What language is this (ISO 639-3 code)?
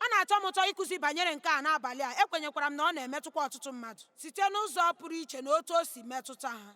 ibo